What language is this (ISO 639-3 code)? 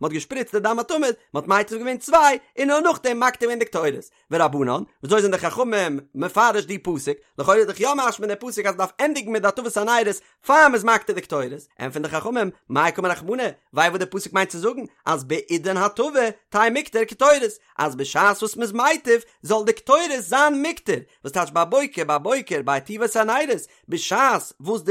yid